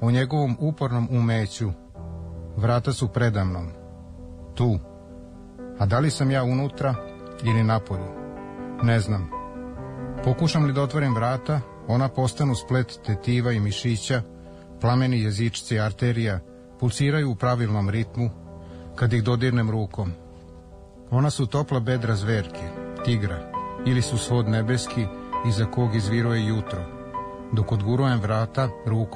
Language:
Serbian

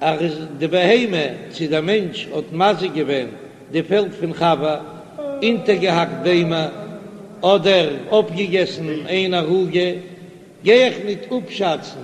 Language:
Yiddish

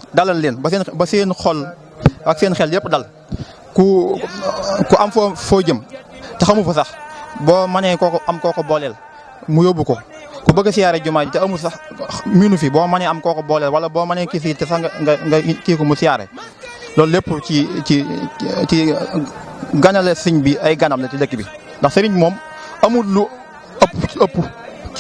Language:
Wolof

